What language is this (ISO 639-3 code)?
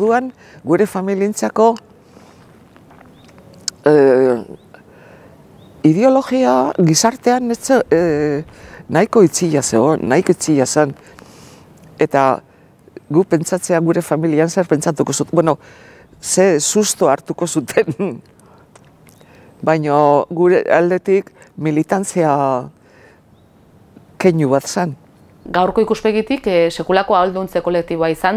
eus